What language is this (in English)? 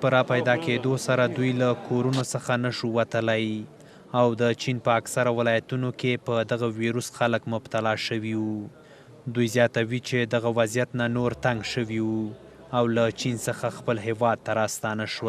Pashto